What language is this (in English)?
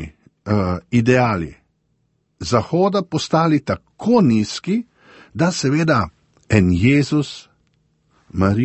Slovenian